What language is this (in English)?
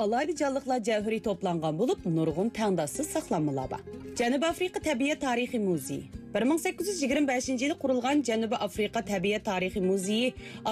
Uyghur